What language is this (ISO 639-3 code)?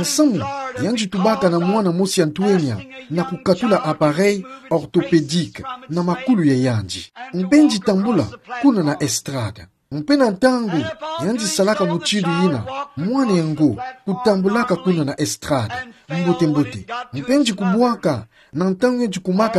ktu